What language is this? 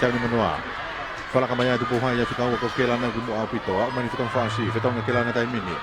Tongan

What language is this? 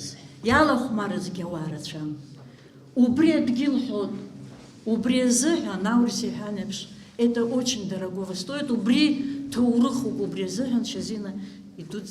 Abkhazian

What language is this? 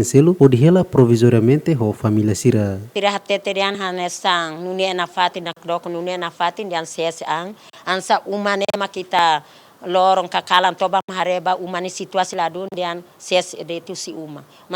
Tetum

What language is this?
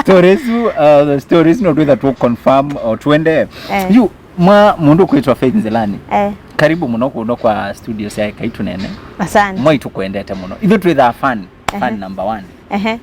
Kamba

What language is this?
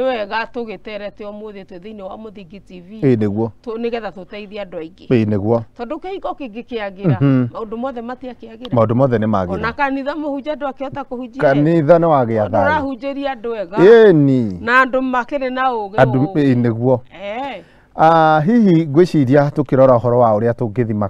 Kikuyu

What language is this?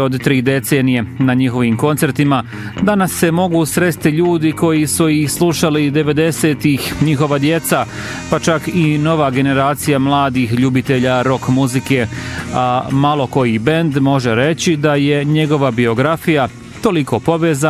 Bosnian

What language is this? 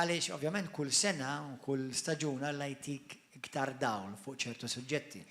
Maltese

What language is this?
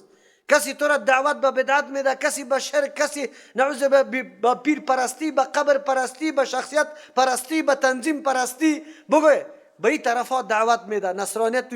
Persian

